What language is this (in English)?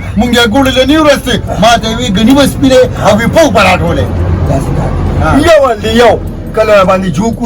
Pashto